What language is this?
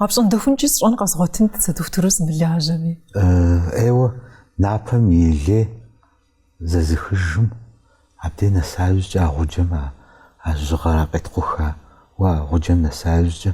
Kabardian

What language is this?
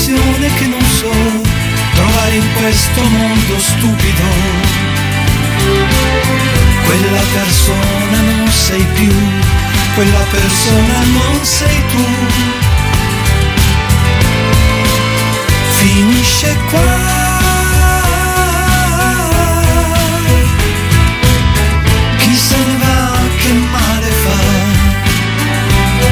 Italian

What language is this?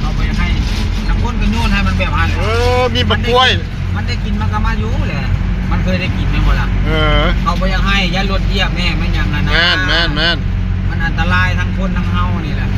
Northeastern Thai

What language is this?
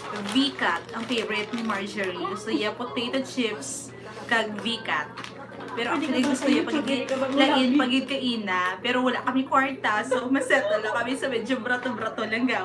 Hiligaynon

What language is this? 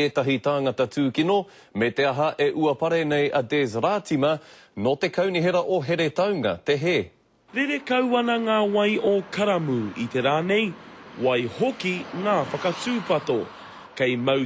Māori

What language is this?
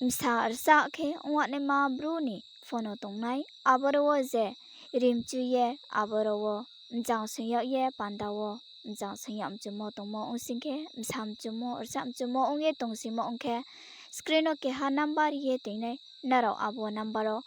Riang (India)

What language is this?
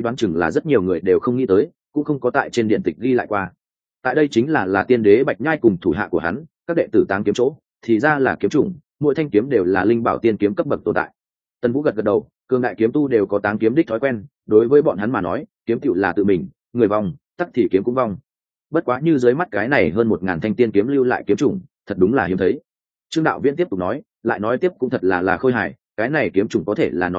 Vietnamese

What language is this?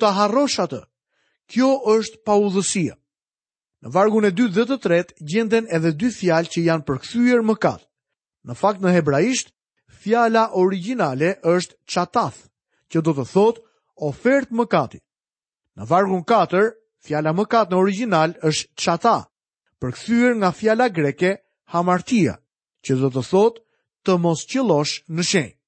Albanian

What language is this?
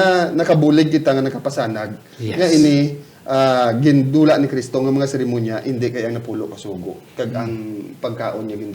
Hiligaynon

